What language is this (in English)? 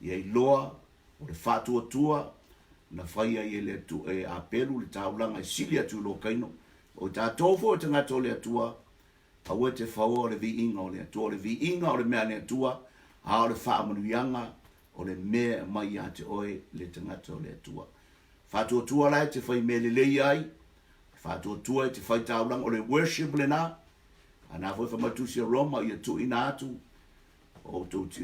Samoan